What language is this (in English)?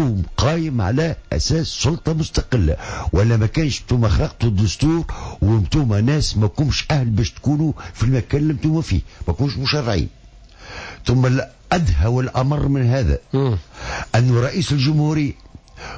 Tunisian Arabic